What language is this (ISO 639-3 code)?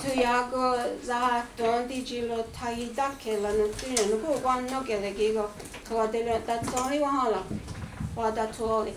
moh